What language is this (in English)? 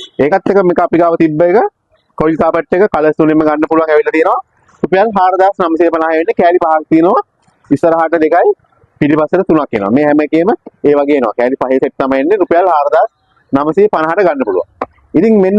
Sinhala